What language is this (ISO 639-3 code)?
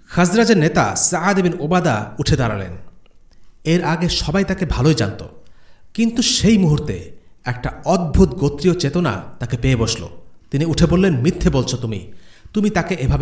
ben